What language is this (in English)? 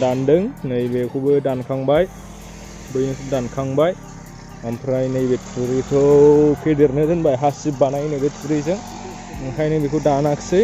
Bodo